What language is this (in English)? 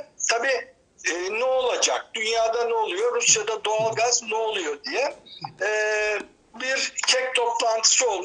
Turkish